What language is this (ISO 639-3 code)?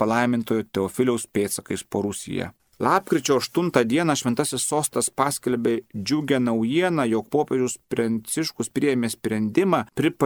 lit